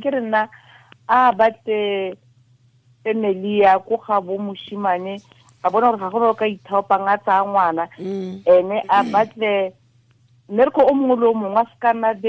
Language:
Tswana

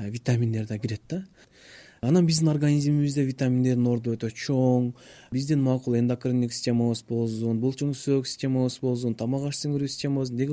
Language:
Kyrgyz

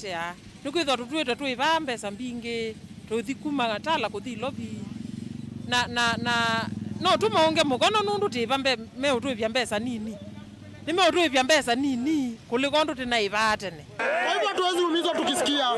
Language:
Kamba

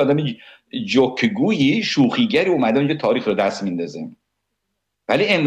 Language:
Persian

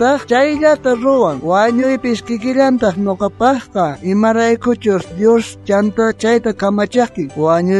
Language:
South Bolivian Quechua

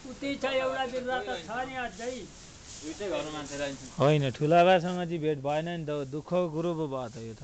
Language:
Nepali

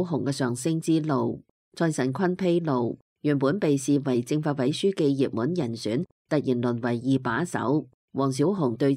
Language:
Cantonese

